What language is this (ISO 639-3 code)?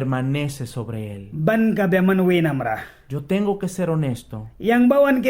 miq